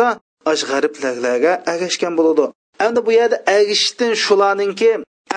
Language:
Uyghur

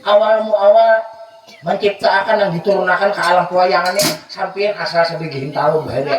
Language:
Banjar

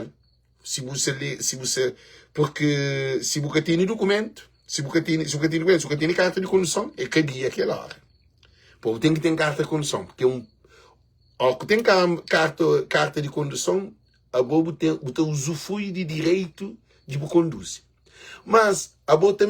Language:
Kabuverdianu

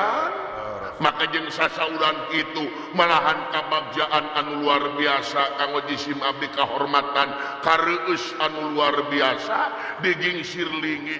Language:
Sundanese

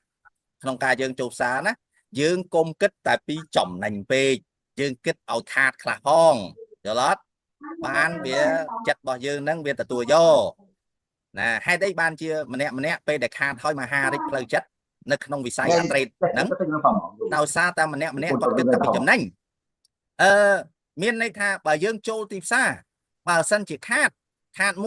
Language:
Khmer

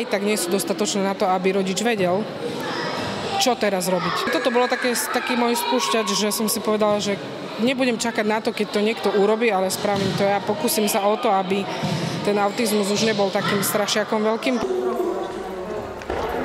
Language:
Slovak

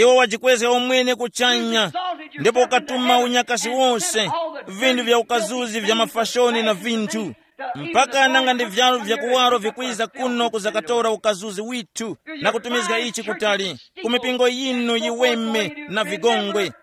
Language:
Tumbuka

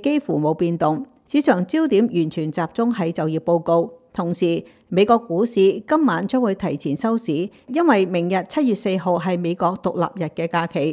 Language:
Cantonese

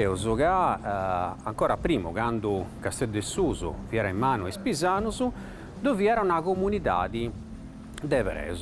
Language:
Sardinian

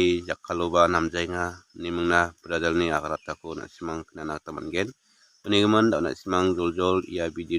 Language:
Garo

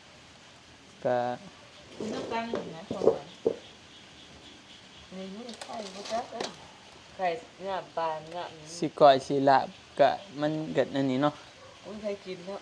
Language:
Northeastern Thai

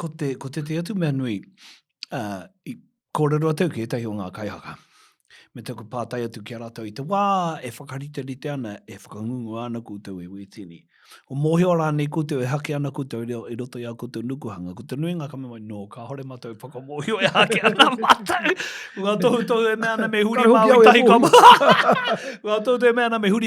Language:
Māori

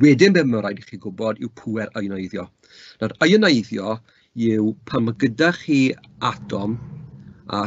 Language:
Welsh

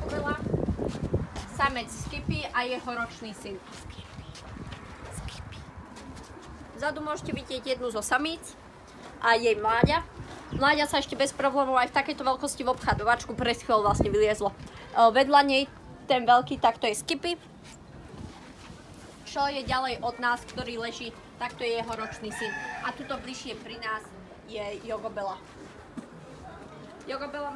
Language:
Slovak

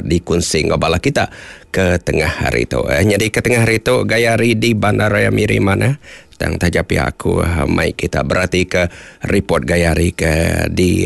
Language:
Iban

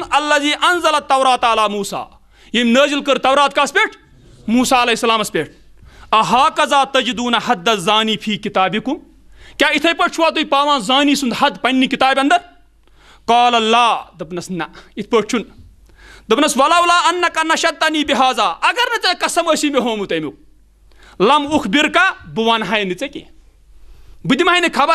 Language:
Kashmiri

